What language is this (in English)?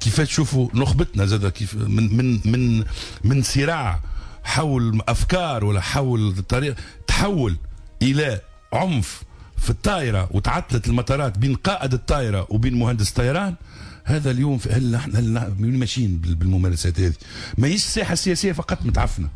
Tunisian Arabic